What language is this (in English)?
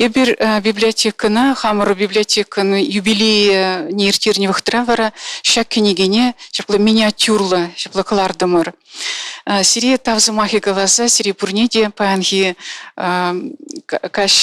Chuvash